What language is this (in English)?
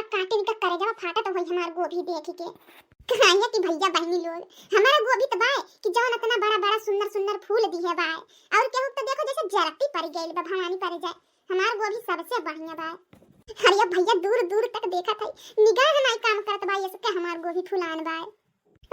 Bhojpuri